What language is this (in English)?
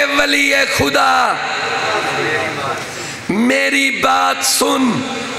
Urdu